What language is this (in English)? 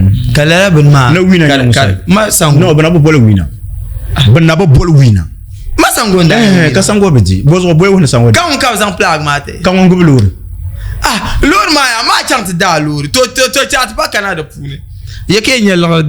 Dagbani